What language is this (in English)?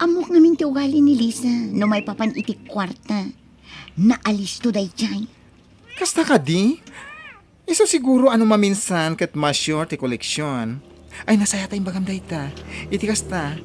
Iloko